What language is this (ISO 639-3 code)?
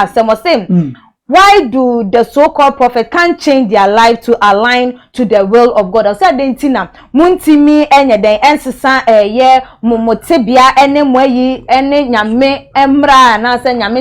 aka